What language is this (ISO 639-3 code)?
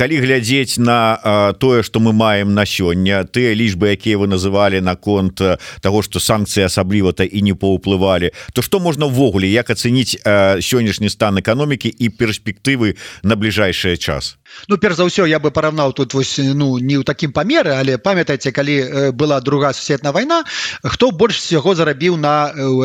bel